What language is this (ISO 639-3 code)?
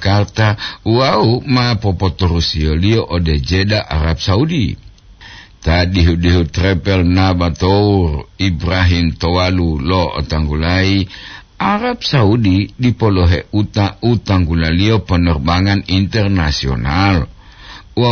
gor